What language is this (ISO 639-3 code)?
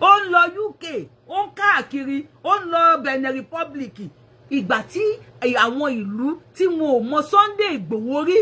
yor